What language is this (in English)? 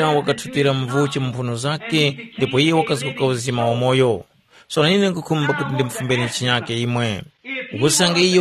Tumbuka